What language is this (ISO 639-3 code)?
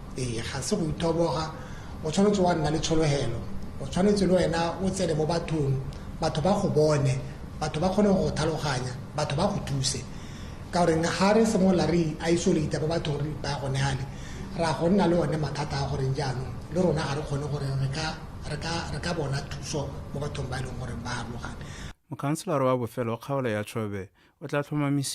tsn